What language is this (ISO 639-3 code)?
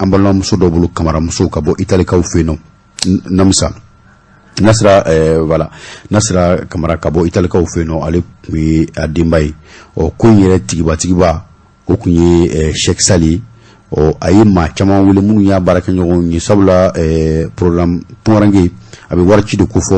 bam